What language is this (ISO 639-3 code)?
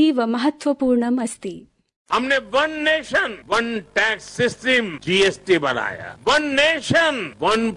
san